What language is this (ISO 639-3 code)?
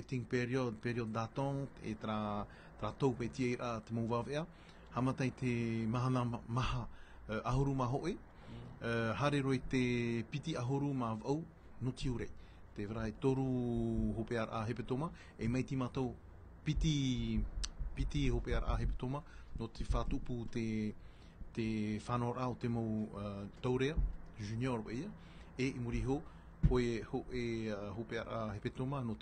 tah